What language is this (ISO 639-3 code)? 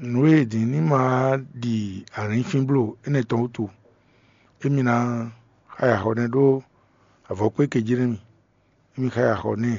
fon